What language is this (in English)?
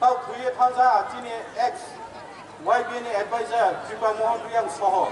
Riang (India)